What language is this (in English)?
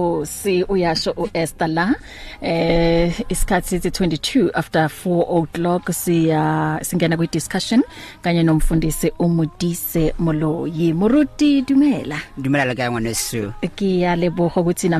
English